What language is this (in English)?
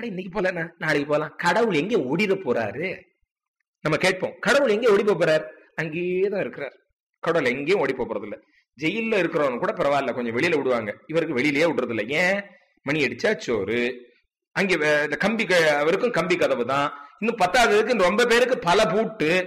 Tamil